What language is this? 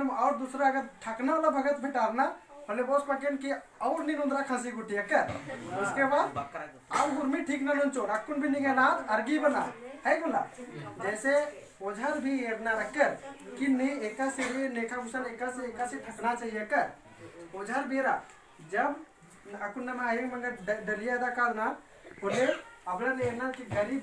Kurukh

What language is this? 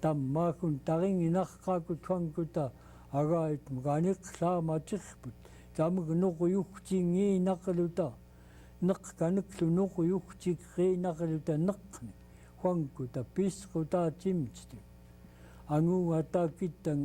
Central Yupik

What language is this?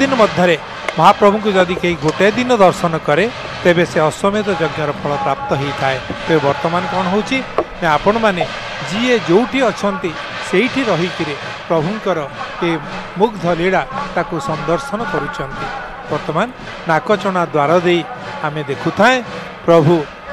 Odia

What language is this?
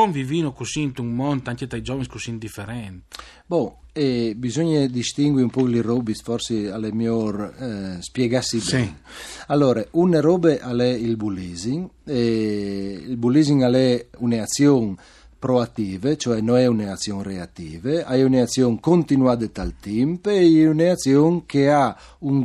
Friulian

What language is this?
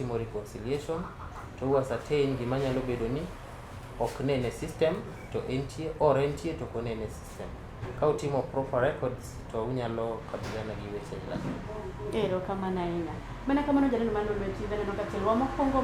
Luo (Kenya and Tanzania)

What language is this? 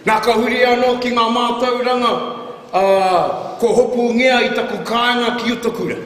Māori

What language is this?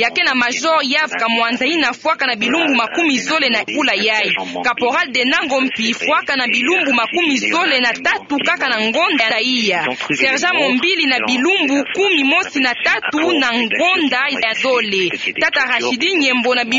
Kituba (Democratic Republic of Congo)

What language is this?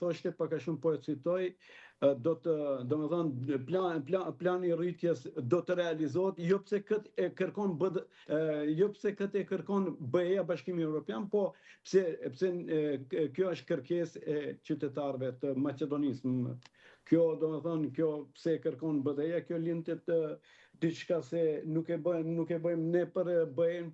Albanian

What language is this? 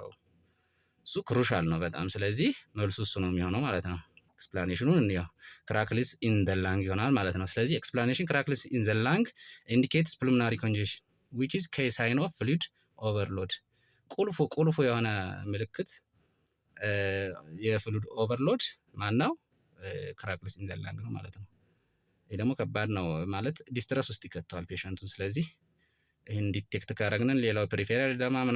Amharic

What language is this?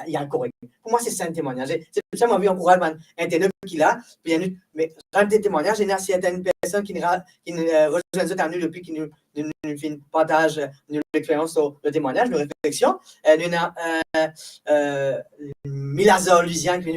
Morisyen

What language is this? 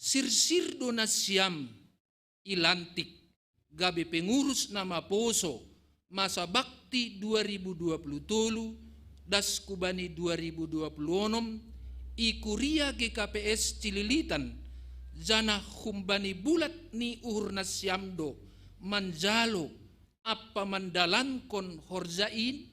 Batak Simalungun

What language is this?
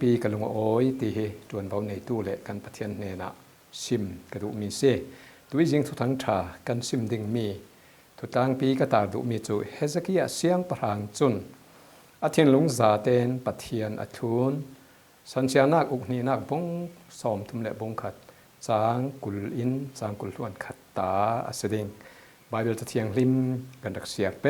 Falam Chin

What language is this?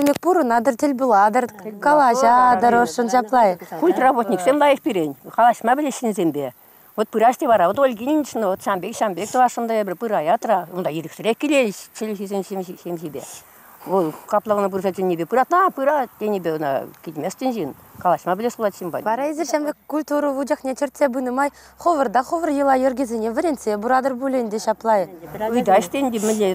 Chuvash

